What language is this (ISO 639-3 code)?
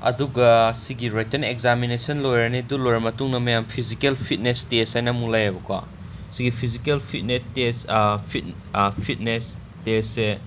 mni